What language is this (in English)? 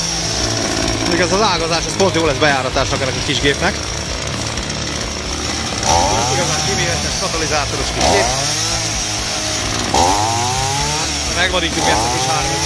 Hungarian